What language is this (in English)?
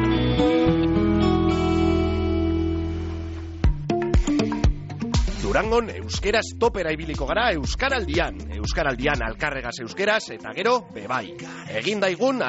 Basque